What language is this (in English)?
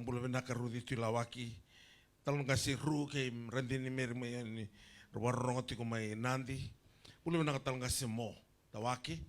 Fijian